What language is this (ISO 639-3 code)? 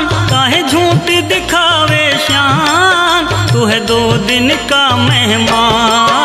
hin